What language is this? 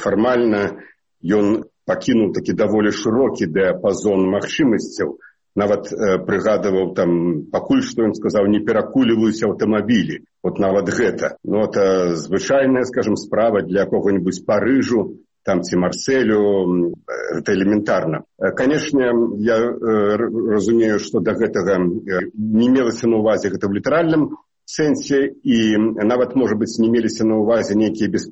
Belarusian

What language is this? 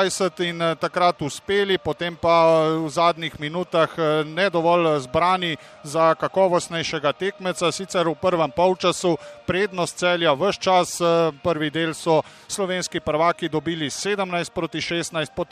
Slovenian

